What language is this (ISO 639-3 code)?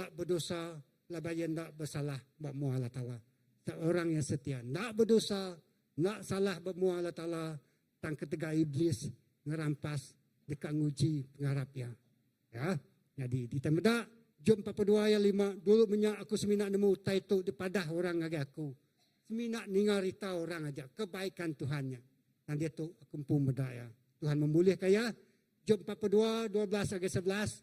iba